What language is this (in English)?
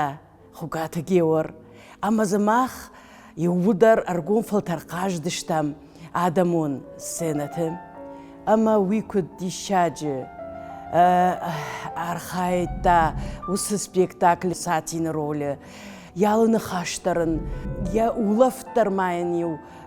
Ossetic